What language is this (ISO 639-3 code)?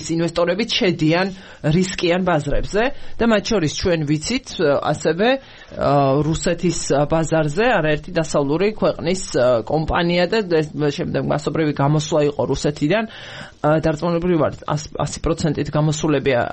kat